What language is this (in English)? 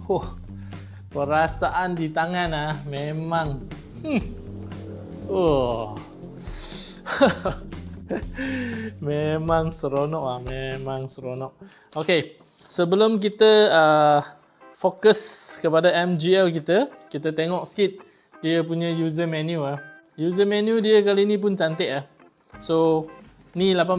Malay